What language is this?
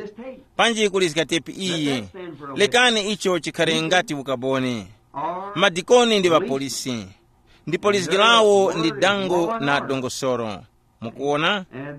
Tumbuka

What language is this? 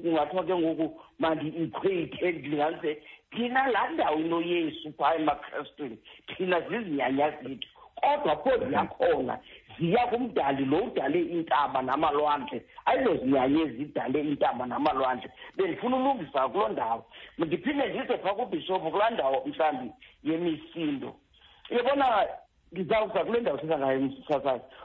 Xhosa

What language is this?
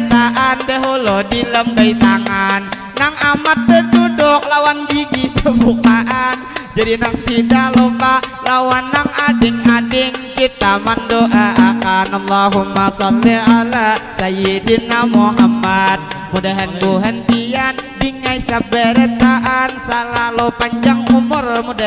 Banjar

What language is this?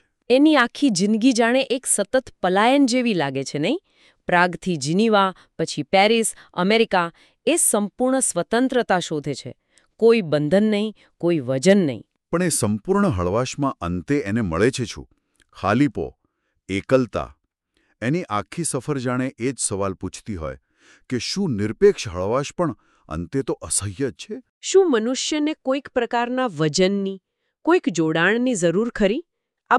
Gujarati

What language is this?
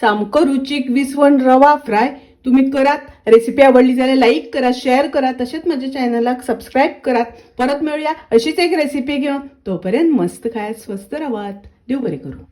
Konkani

